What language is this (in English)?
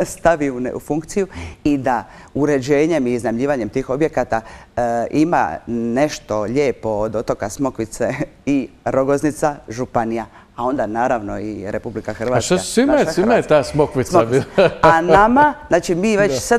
Croatian